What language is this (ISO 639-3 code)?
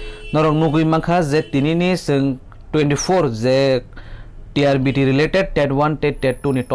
trp